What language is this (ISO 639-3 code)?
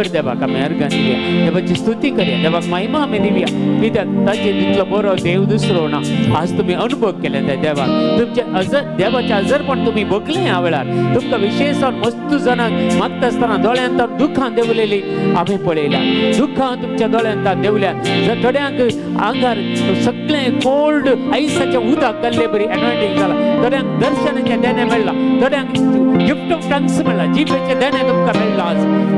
kok